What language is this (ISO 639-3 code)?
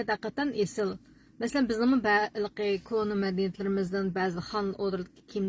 uig